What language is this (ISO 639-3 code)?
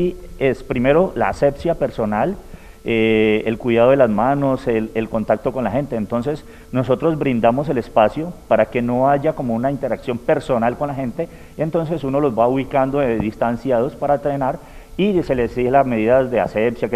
spa